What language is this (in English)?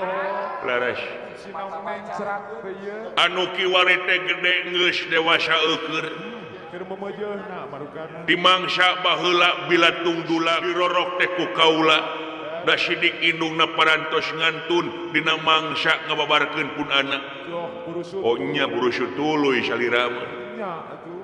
Sundanese